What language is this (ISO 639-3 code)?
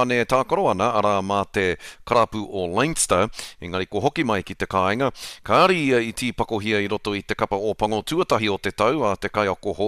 mri